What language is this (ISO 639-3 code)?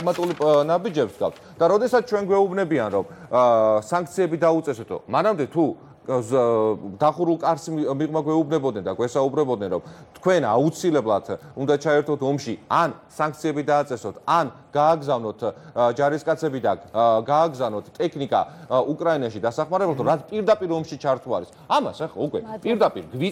kat